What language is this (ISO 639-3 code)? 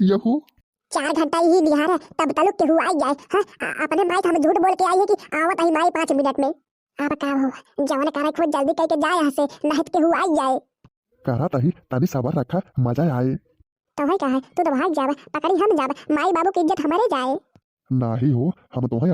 bho